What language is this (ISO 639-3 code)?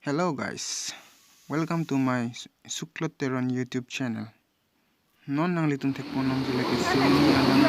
mjw